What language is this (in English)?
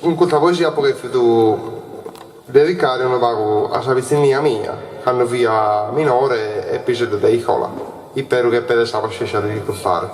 Sardinian